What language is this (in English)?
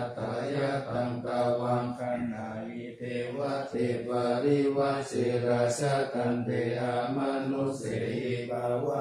Pali